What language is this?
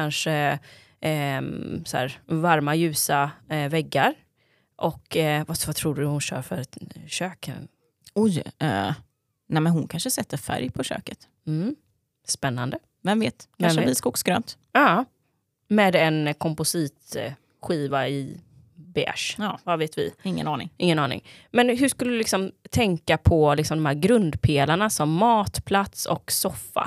Swedish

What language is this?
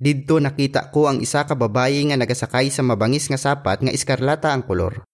Hiligaynon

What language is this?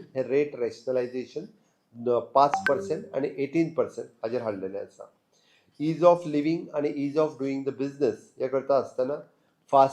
Konkani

